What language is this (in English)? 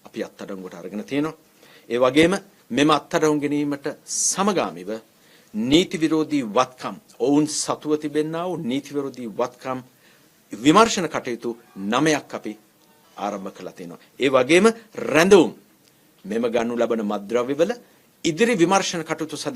Sinhala